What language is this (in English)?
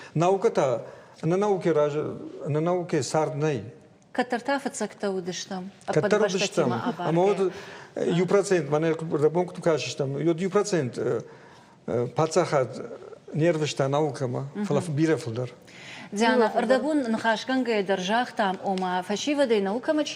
Ossetic